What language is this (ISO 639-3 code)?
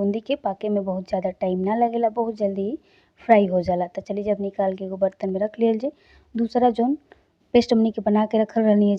bho